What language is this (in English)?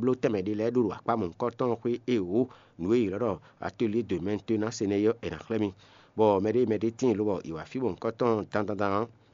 Fon